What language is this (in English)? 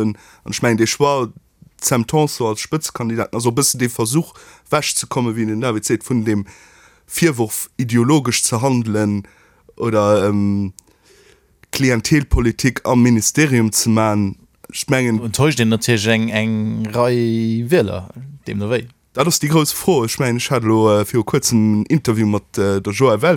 Luxembourgish